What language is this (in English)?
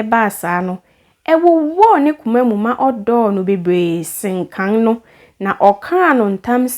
Akan